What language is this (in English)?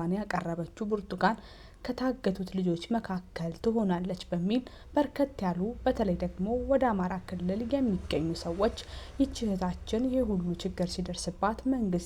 Amharic